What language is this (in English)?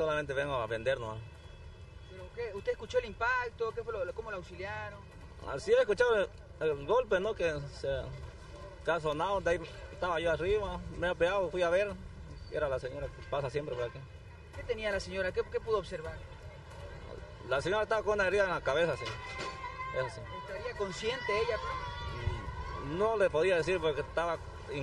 Spanish